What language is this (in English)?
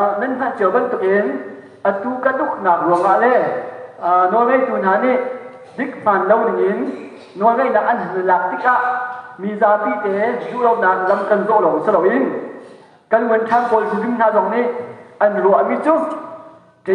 Hakha Chin